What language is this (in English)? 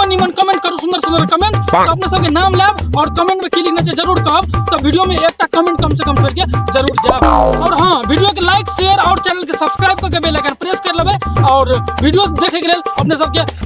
Maithili